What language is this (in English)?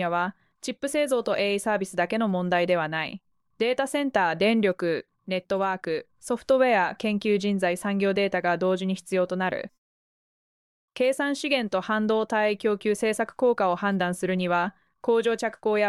Japanese